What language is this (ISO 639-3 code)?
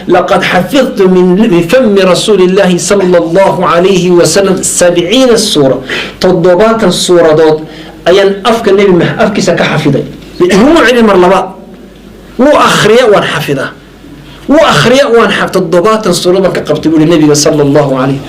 som